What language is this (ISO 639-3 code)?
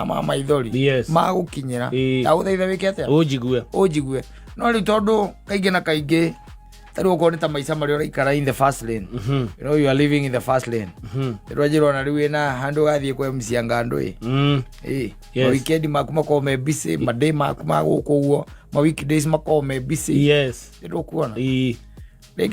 kik